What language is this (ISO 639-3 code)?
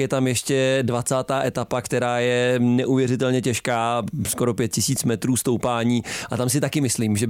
ces